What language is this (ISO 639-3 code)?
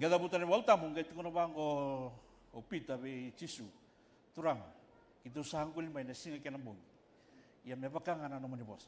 fij